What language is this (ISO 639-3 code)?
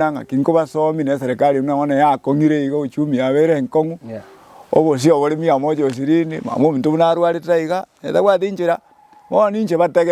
guz